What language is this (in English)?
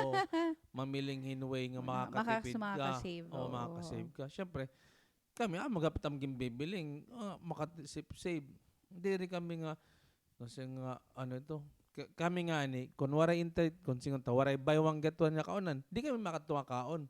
Waray